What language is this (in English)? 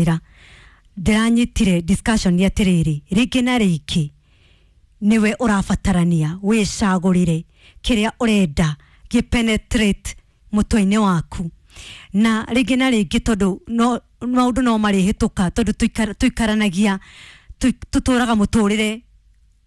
Kikuyu